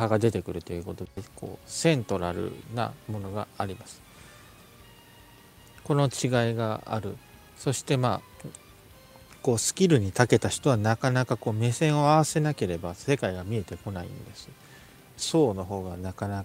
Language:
Japanese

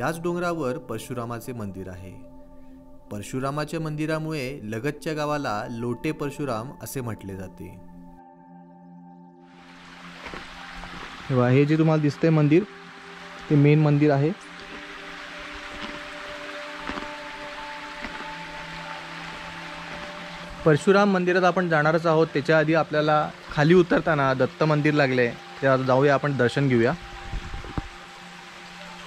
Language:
Marathi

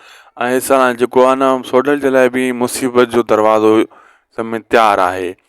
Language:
Sindhi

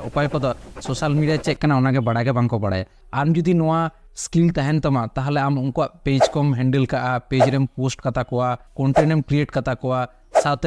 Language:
Santali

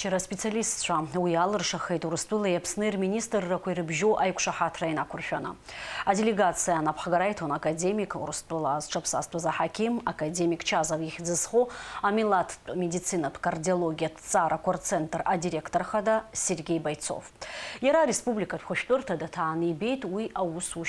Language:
Abkhazian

